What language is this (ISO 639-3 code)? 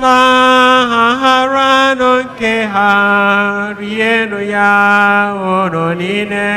ibo